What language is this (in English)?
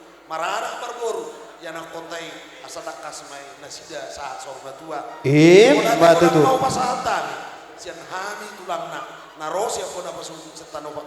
Batak Toba